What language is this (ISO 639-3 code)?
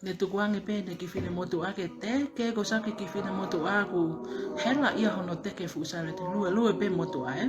ton